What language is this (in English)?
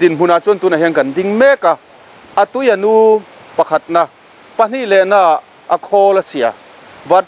Mizo